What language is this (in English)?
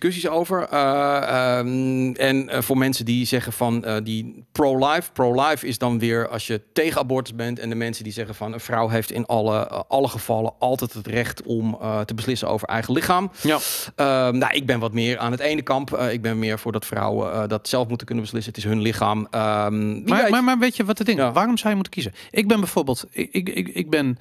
Dutch